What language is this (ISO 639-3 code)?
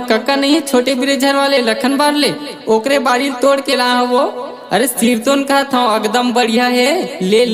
hne